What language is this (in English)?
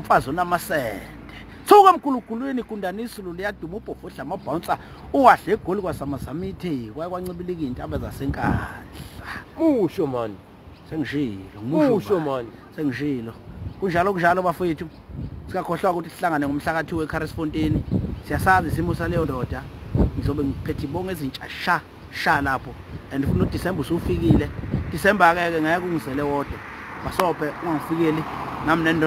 Zulu